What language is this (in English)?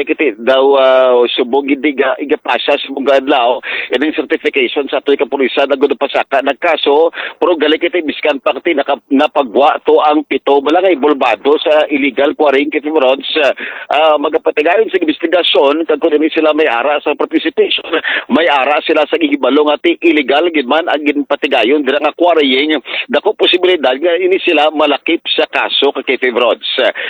Hiligaynon